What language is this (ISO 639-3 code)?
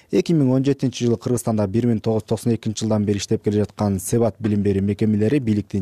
kir